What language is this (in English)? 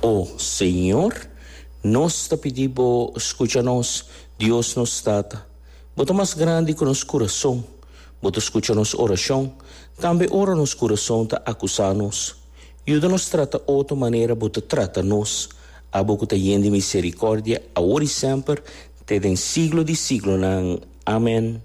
Papiamento